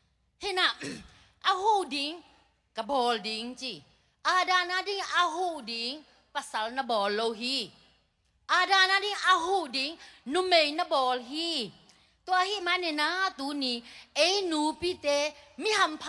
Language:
Tedim Chin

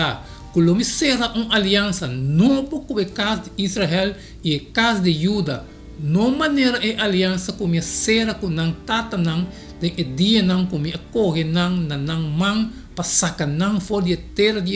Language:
Papiamento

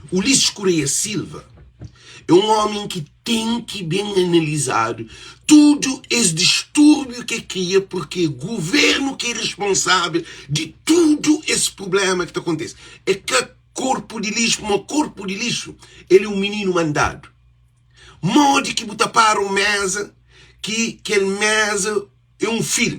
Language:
Kabuverdianu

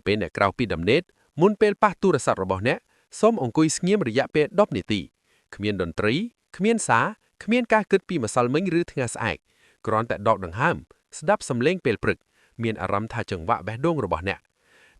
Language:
Khmer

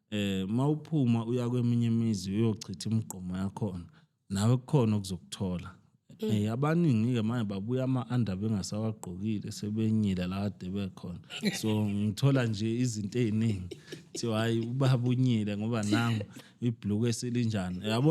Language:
Zulu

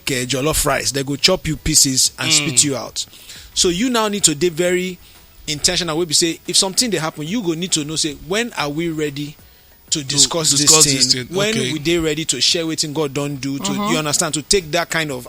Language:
Nigerian Pidgin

